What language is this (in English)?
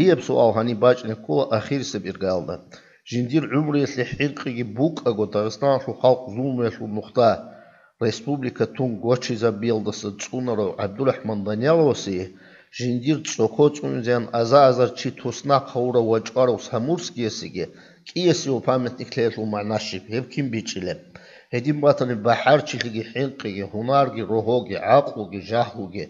Avaric